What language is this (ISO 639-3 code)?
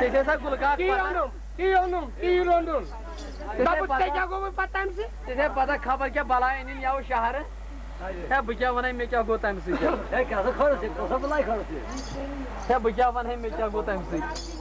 kas